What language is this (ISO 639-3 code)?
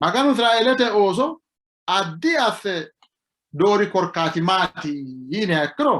sid